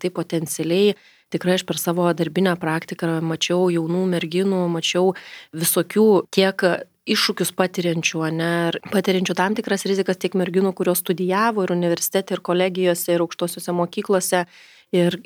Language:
Lithuanian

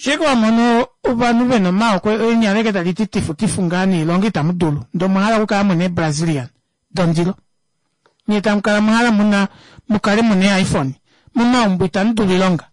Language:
Kuanyama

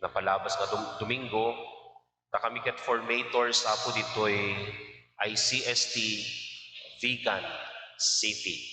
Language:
Iloko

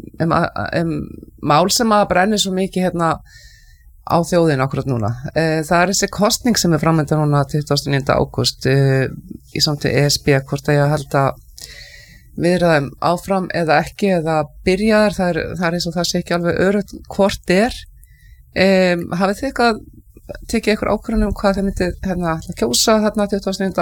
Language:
Icelandic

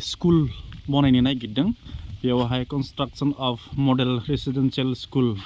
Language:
Bodo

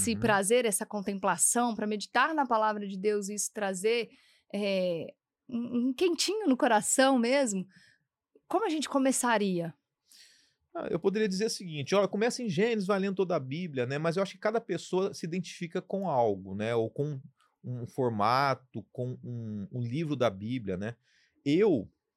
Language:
Portuguese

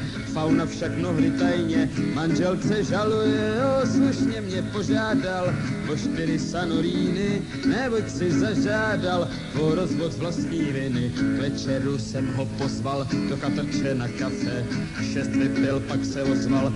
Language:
Czech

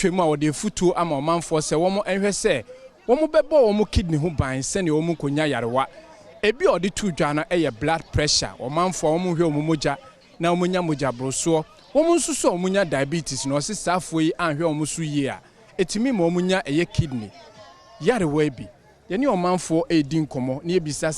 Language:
Akan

